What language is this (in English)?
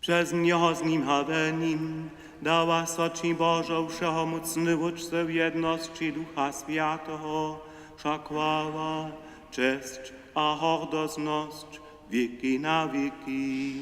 Upper Sorbian